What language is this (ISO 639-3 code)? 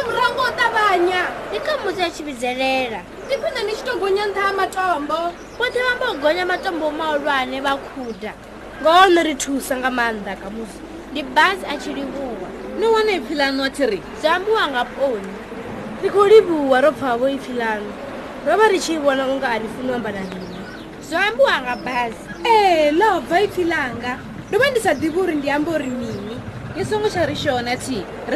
ven